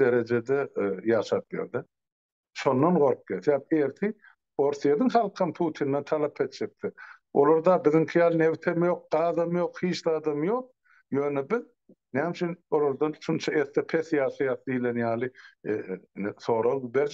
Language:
Turkmen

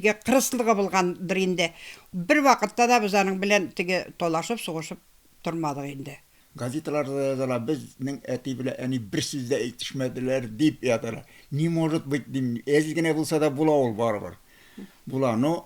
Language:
Tatar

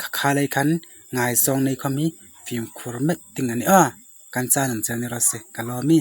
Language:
Hmar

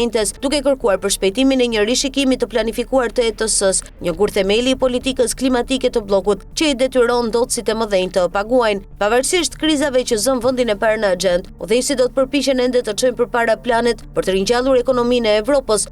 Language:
Albanian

